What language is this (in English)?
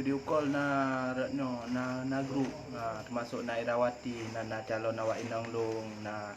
Achinese